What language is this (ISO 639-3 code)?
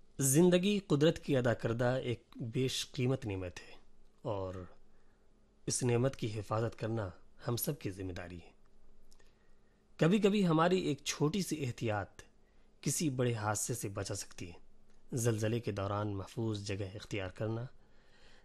urd